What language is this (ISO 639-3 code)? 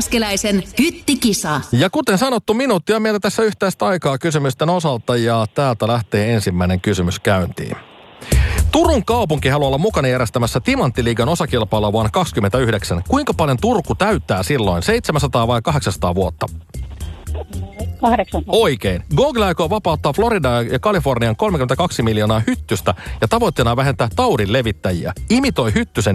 fin